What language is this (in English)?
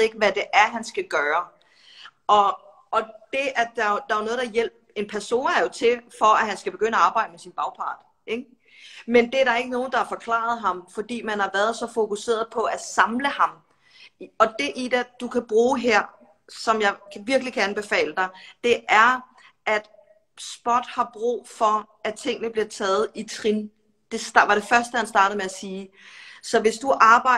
Danish